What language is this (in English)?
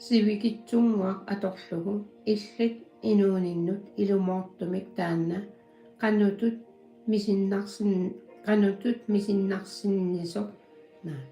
Kalaallisut